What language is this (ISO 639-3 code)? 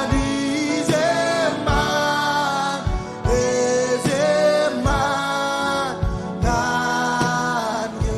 mah